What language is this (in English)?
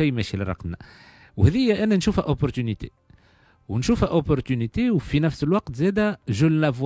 Tunisian Arabic